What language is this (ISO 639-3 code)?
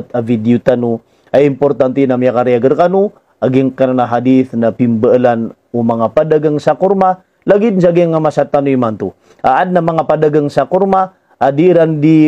mrw